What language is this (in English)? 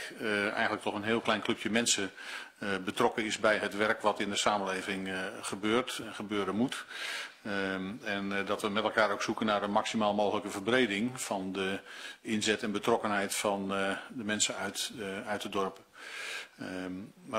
Dutch